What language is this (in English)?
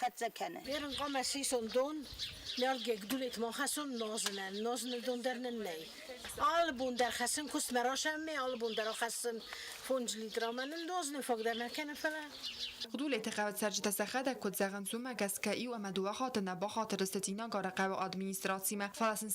Ossetic